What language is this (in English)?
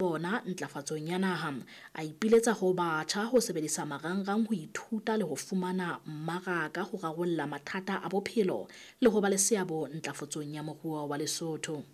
Southern Sotho